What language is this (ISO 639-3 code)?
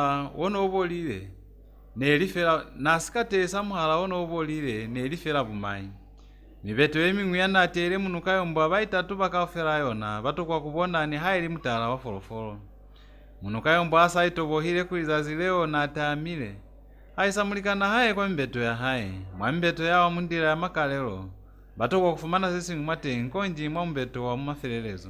loz